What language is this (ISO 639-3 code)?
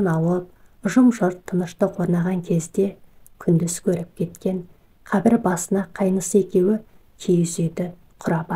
kaz